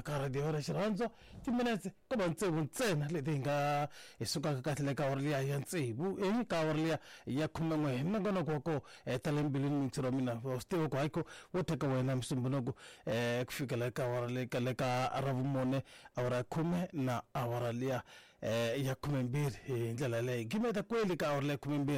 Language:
Tsonga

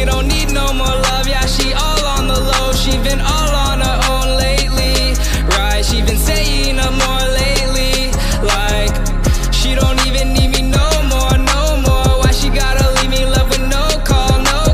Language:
English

